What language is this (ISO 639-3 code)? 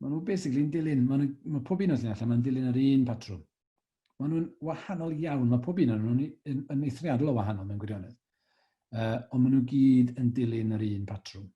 cym